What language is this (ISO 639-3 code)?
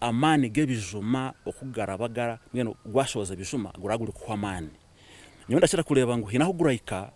nyn